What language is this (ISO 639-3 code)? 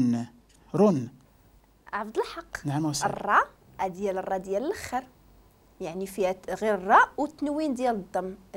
ary